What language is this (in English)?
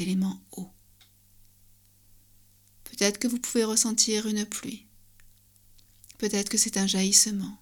French